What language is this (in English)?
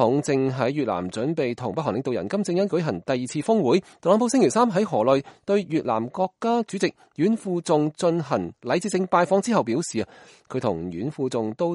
Cantonese